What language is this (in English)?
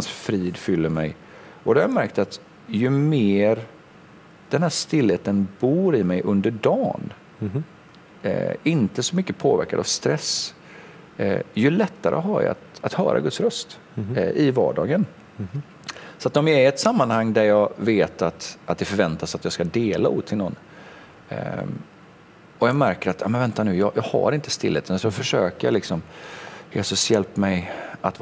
Swedish